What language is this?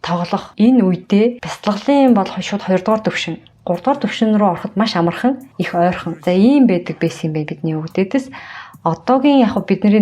Mongolian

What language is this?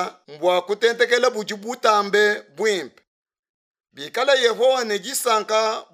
Luba-Lulua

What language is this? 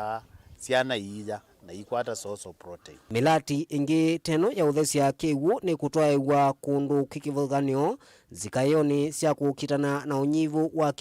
Kamba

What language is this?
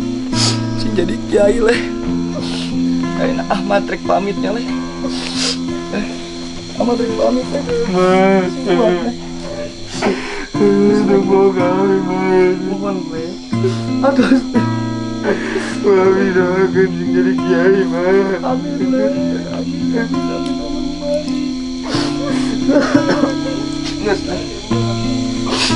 Sundanese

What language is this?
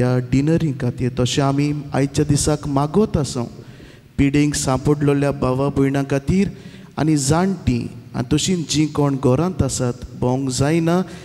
Konkani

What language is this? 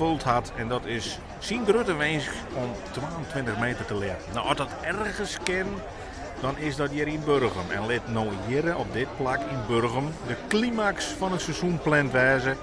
Western Frisian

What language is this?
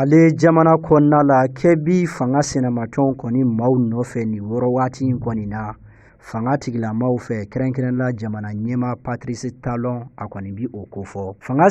Bambara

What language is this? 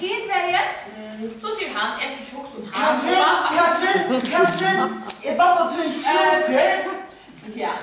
Faroese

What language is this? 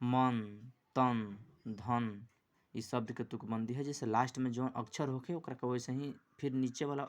Bhojpuri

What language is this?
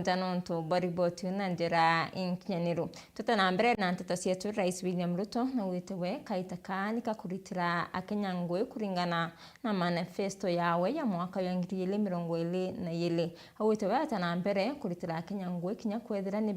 Meru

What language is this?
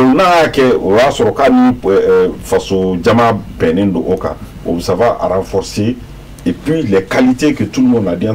Bambara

